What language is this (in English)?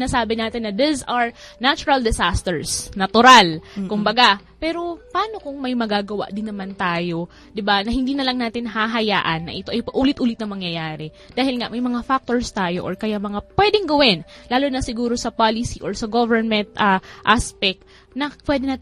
Filipino